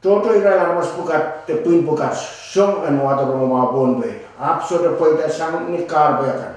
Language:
Pohnpeian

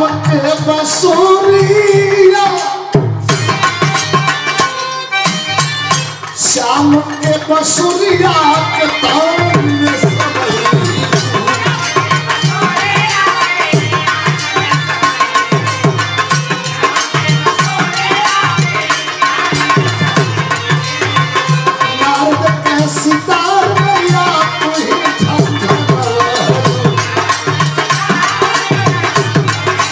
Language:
Bhojpuri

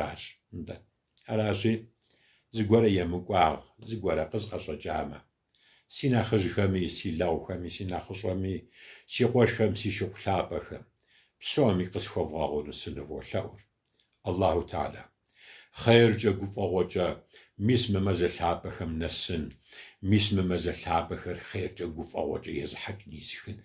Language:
Kabardian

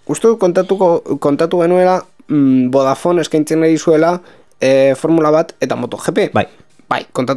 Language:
Basque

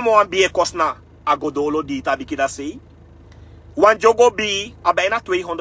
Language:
Sranan Tongo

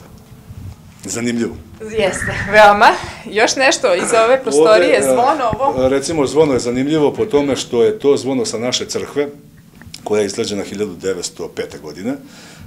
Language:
Serbian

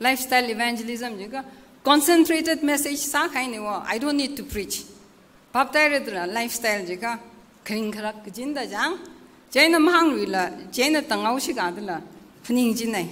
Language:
Tangkhul Naga (India)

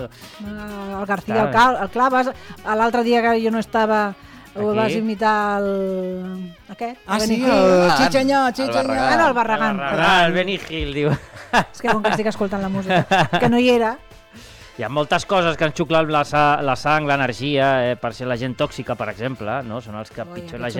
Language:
Catalan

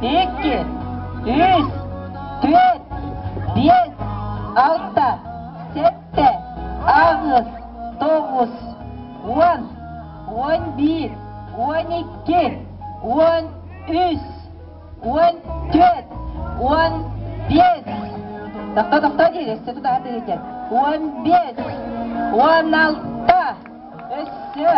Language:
Yakut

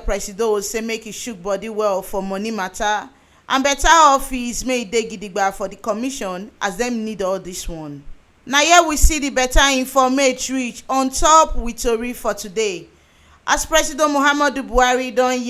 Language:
Nigerian Pidgin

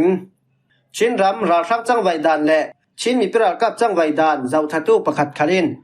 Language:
Falam Chin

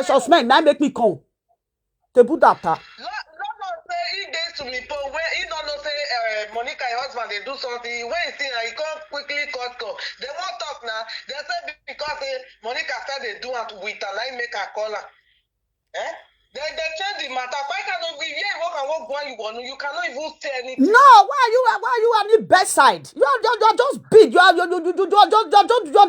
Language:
Nigerian Pidgin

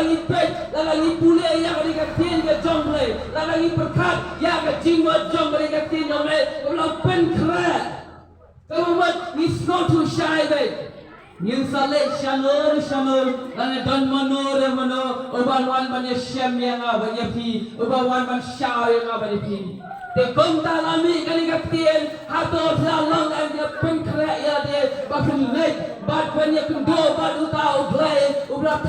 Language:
Khasi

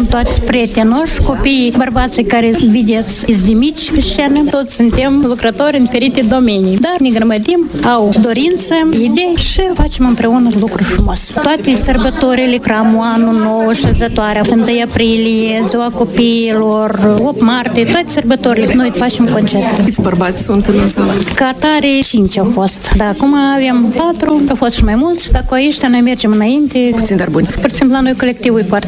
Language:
Romanian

